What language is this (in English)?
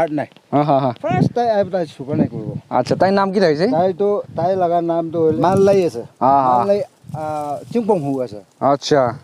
Naga Pidgin